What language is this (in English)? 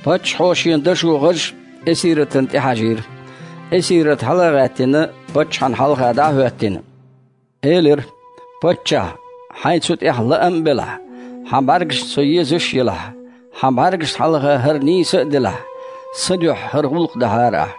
Chechen